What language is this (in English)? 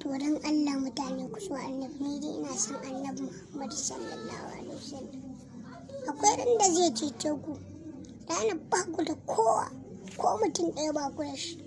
Hausa